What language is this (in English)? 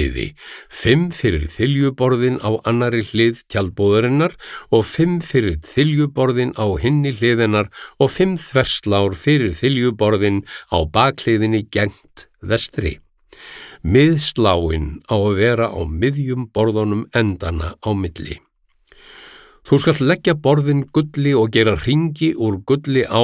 Icelandic